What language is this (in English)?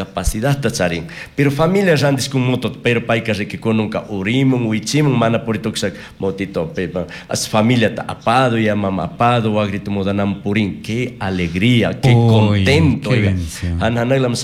Chimborazo Highland Quichua